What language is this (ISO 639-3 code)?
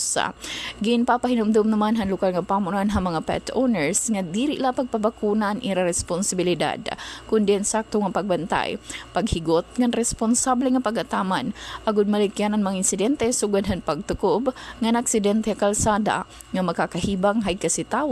war